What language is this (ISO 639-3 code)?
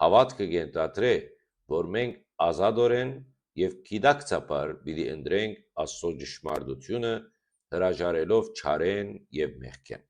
hyw